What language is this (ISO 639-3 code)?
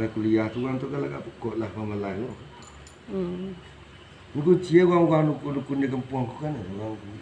min